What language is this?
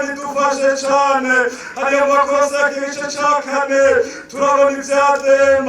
Rundi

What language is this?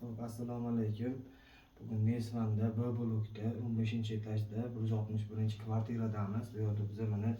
Uzbek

